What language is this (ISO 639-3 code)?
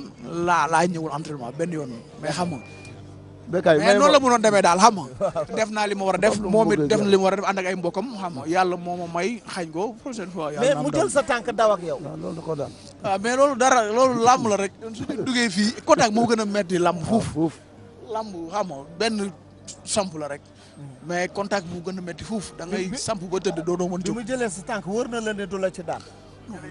wol